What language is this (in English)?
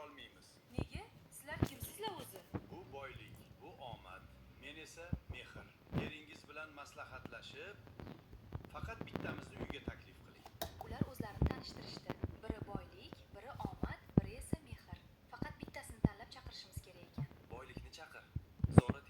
Uzbek